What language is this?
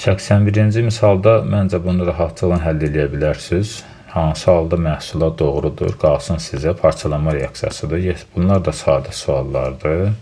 Azerbaijani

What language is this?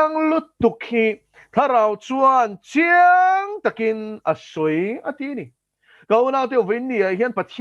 Mizo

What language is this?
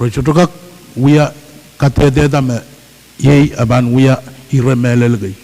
Pohnpeian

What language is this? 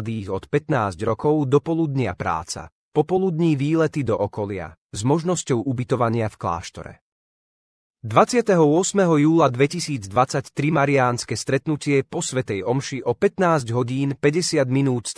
Slovak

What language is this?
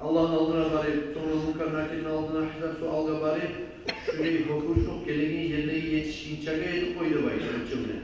Kumyk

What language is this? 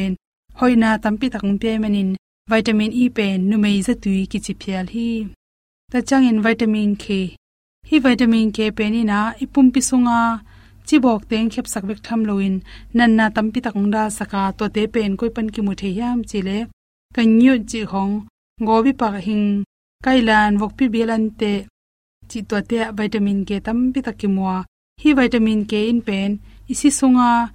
Tedim Chin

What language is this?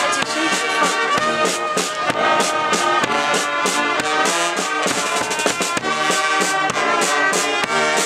Dutch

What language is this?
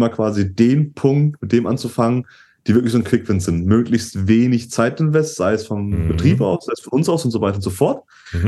German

